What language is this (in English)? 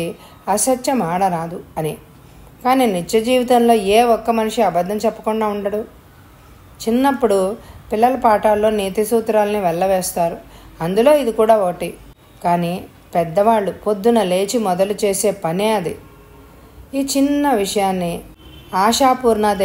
Telugu